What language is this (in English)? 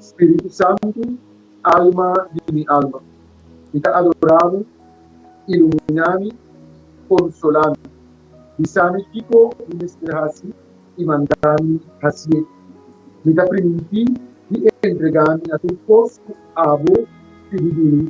Papiamento